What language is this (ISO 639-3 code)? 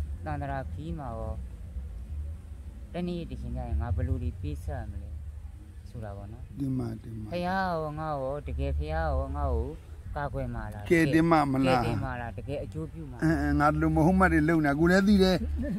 mya